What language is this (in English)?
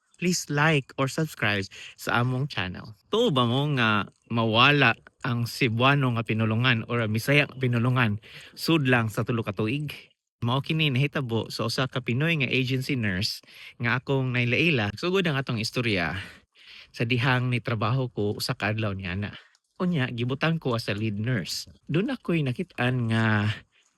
Cebuano